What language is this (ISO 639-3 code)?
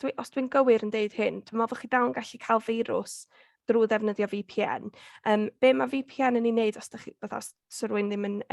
cym